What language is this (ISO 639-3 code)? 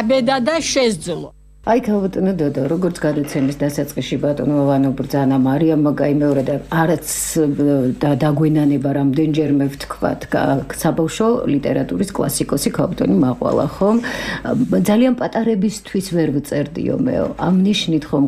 kat